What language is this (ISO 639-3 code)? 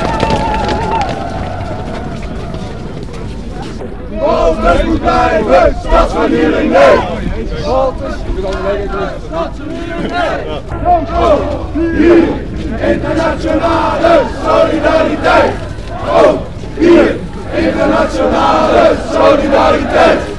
nld